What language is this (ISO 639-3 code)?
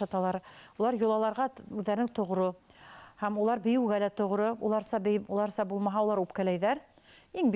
bak